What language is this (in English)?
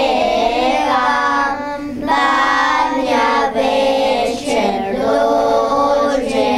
Croatian